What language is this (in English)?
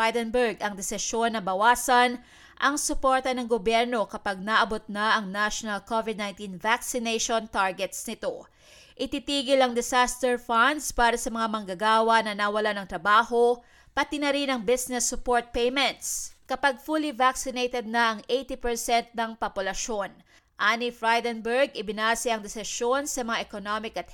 Filipino